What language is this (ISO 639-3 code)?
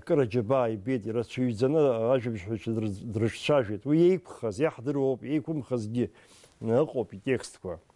abk